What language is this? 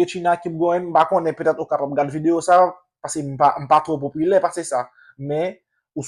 Haitian Creole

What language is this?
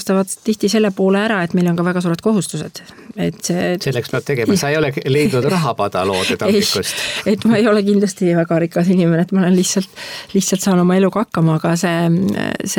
Estonian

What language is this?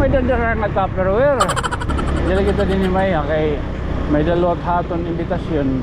Waray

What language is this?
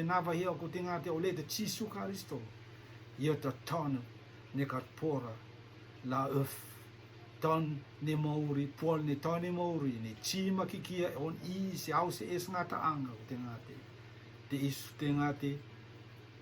Rotuman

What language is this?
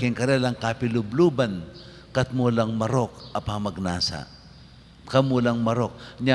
Pampanga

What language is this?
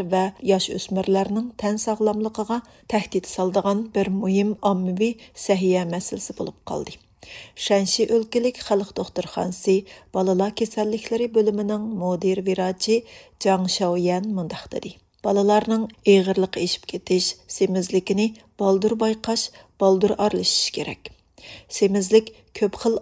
Uyghur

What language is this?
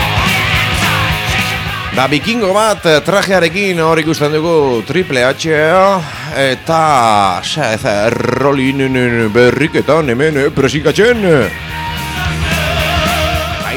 Basque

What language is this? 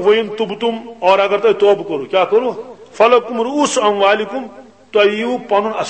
Kashmiri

